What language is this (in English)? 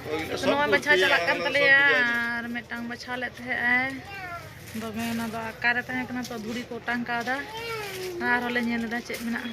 Santali